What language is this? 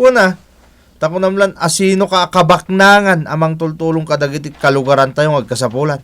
Iloko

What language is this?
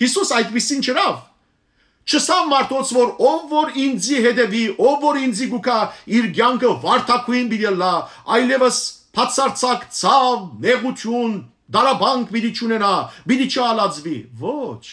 Western Armenian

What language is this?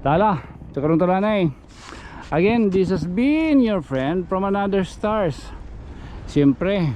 Waray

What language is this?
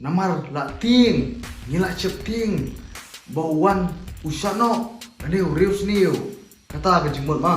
Khasi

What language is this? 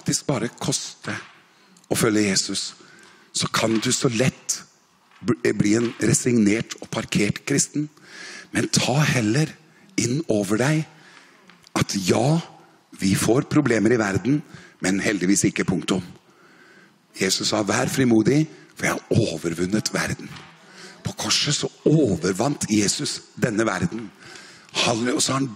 Norwegian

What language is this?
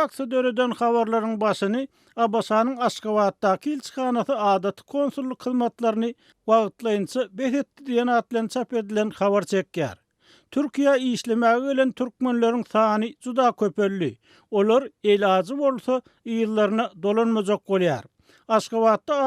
Turkmen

